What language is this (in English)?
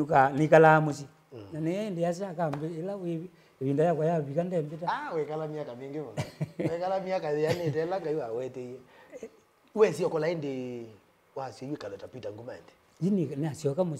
Kamba